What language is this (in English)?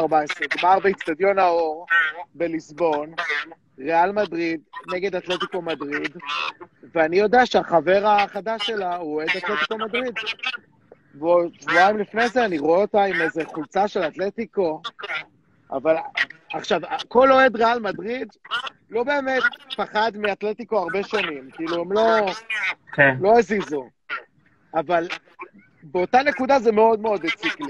Hebrew